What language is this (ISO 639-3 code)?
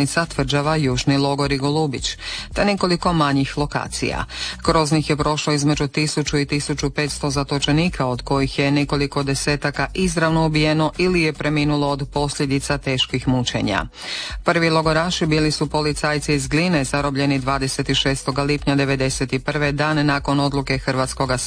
hrv